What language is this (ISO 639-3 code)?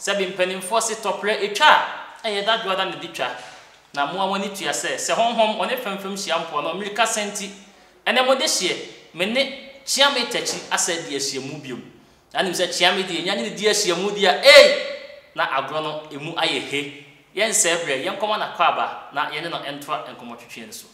aka